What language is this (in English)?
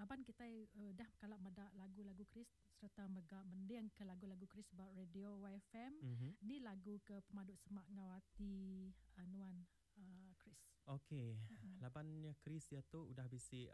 Iban